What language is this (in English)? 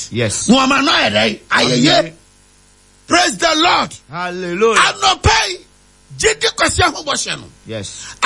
Akan